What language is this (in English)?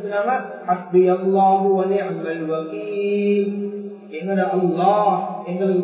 Tamil